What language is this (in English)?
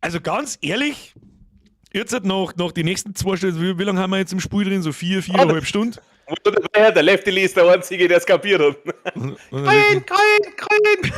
Bavarian